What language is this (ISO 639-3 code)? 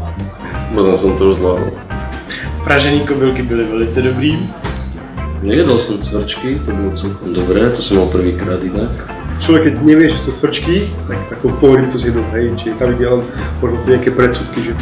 slk